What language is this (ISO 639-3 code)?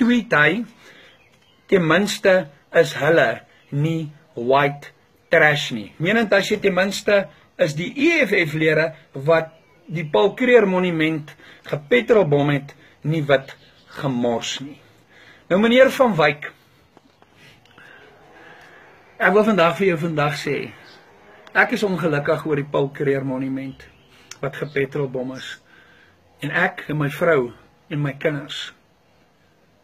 afr